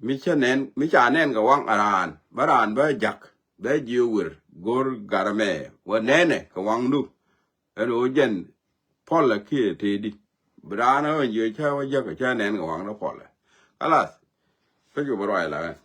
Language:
Nuer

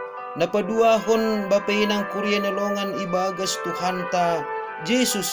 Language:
Batak Simalungun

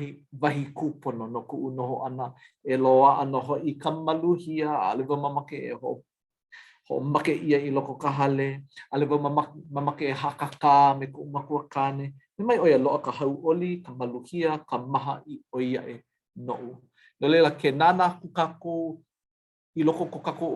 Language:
Hawaiian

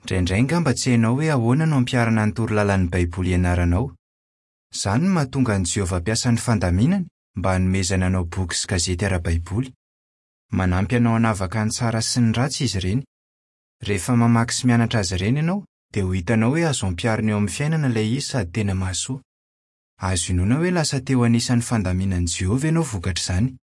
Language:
Malagasy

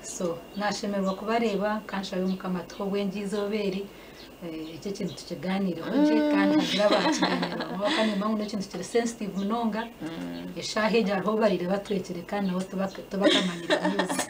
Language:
Nyankole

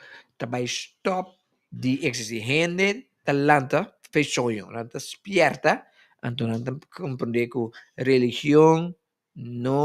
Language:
Papiamento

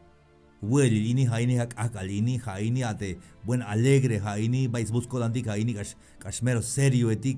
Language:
Tzeltal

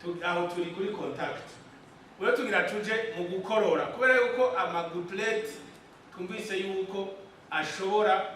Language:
Rundi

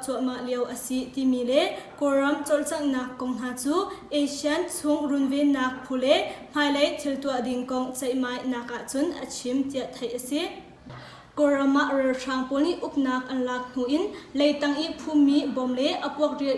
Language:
Hakha Chin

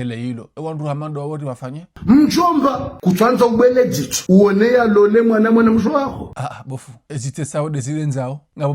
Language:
Ngazidja Comorian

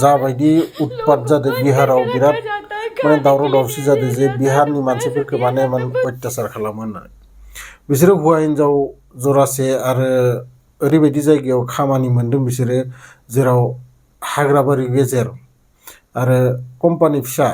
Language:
Bodo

